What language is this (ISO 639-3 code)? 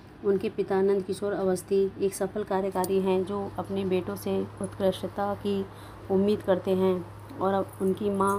hin